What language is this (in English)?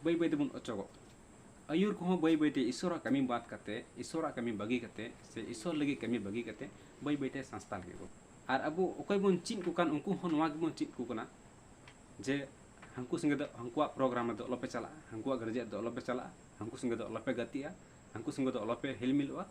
Santali